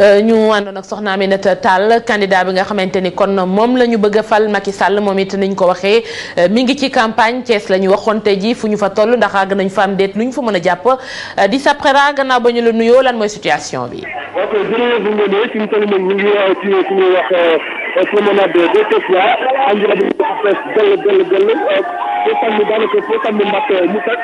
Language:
Wolof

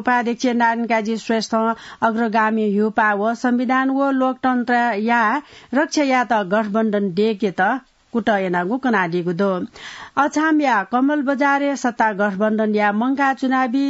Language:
Newari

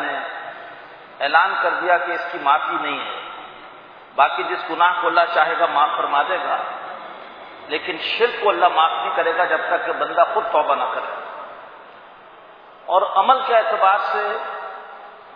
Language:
Urdu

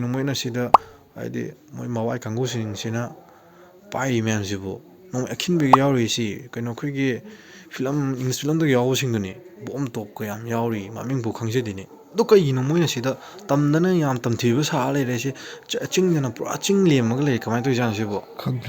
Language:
Manipuri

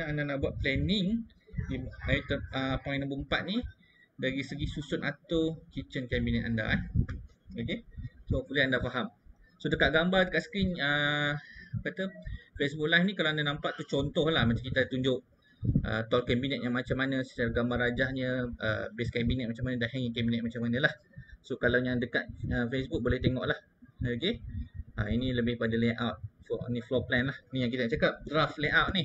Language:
Malay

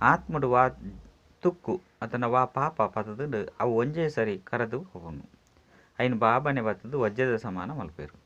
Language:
Tulu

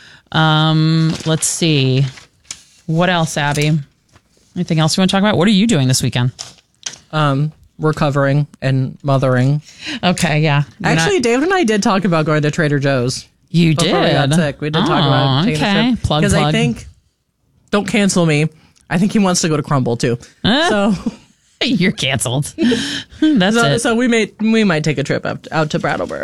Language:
English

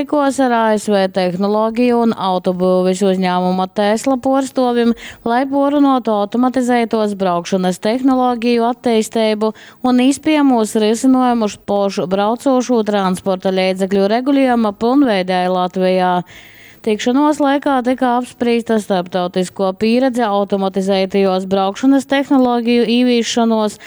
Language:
Latgalian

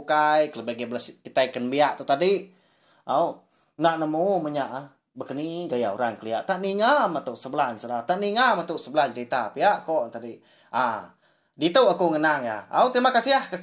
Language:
Iban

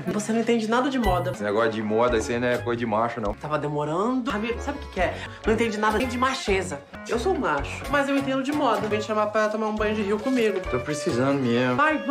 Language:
Portuguese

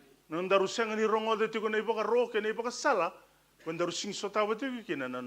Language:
Fijian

